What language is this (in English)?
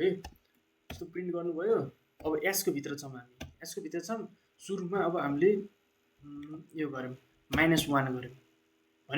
Nepali